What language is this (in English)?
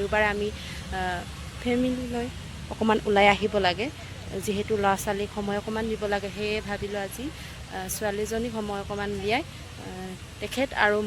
Assamese